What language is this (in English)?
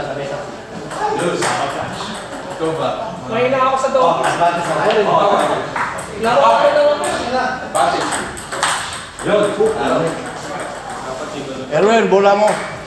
Filipino